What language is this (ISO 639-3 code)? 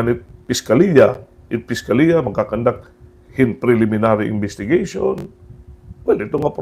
war